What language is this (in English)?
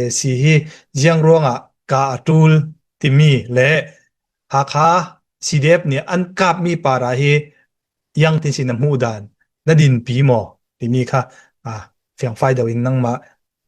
Hakha Chin